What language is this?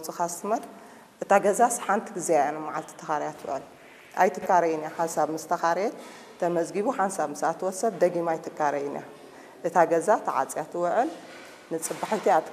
Tigrinya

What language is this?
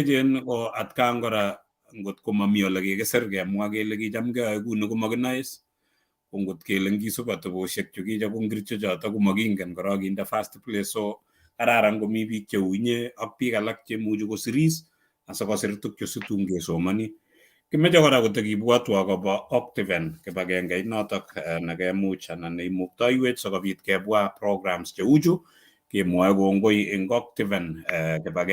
Kalenjin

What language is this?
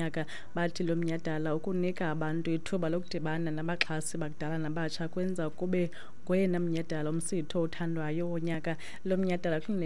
Xhosa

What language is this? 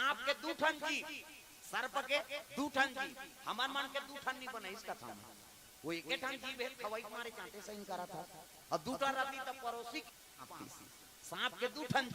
Chhattisgarhi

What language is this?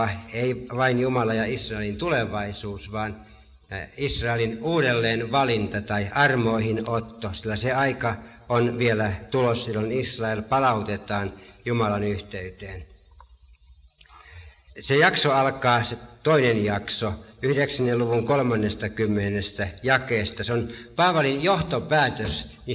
Finnish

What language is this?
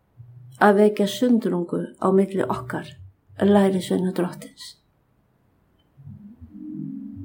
Icelandic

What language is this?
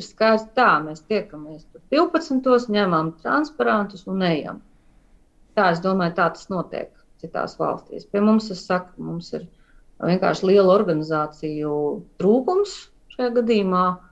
Latvian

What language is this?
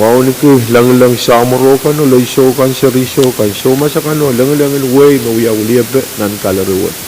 Pohnpeian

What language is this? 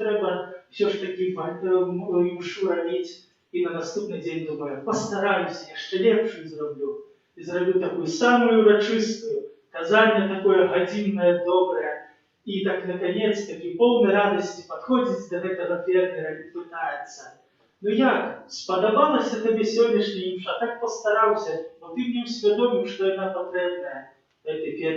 Belarusian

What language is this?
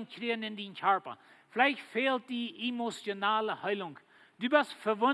Plautdietsch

